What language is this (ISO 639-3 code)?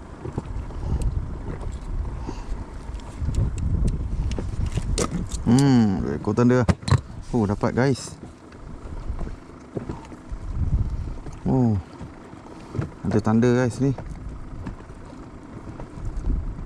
msa